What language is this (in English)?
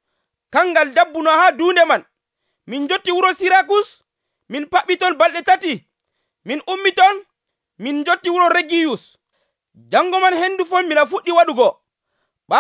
Nigerian Fulfulde